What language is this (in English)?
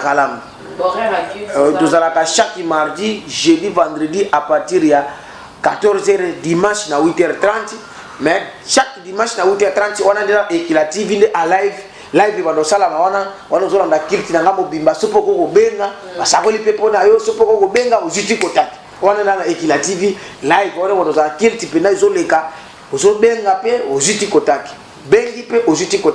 Lingala